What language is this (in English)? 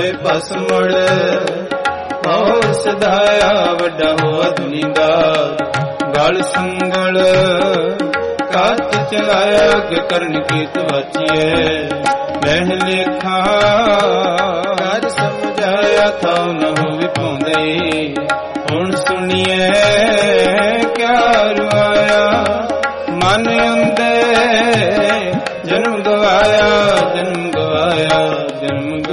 Punjabi